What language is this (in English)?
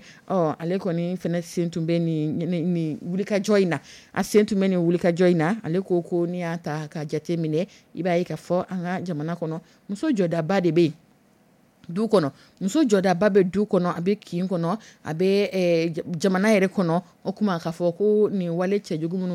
Dyula